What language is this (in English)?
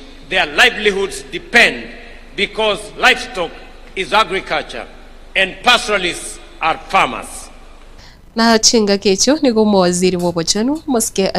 Gusii